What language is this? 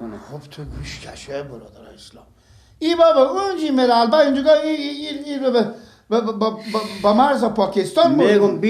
Persian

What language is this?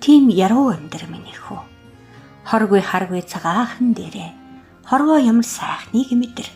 Mongolian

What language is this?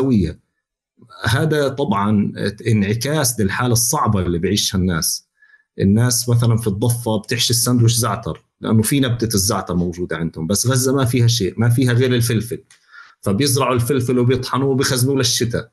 North Levantine Arabic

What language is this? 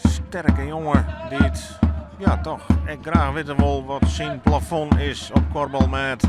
Western Frisian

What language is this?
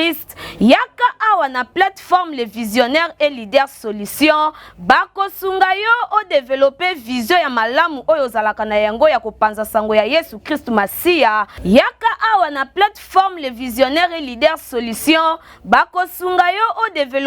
Lingala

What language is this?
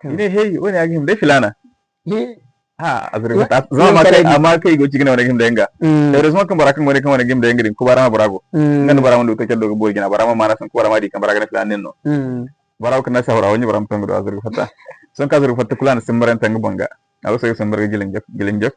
Zarma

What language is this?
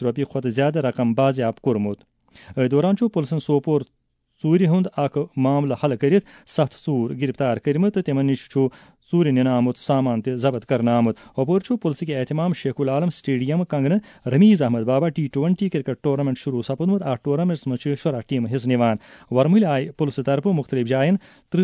Kashmiri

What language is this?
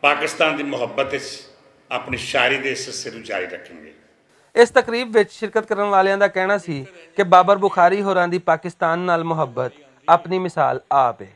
Western Panjabi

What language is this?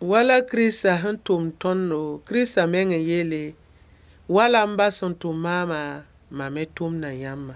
Mossi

